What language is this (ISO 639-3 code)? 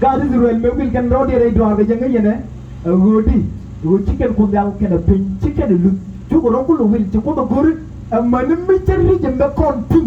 nus